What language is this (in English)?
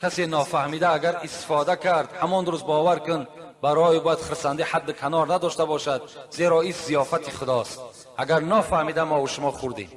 Tajik